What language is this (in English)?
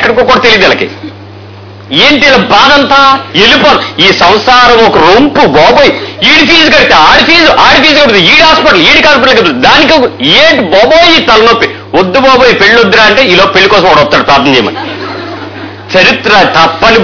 Telugu